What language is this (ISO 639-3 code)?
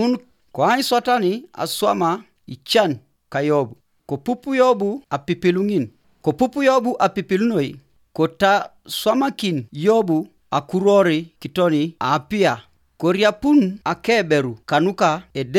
teo